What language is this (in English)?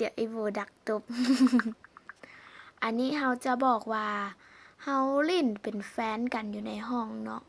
Lao